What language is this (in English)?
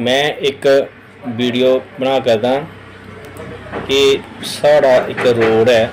Dogri